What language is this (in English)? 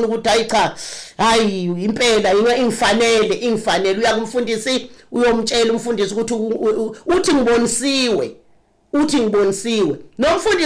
Zulu